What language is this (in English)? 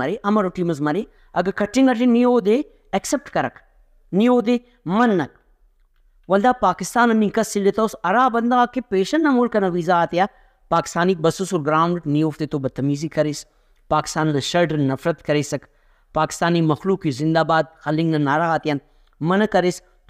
Brahui